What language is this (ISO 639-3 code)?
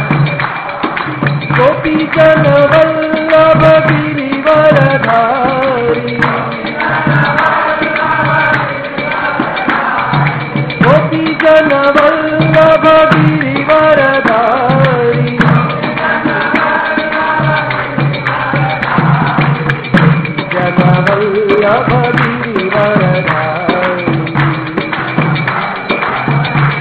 hin